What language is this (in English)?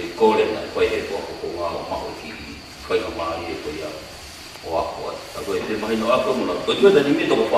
Tongan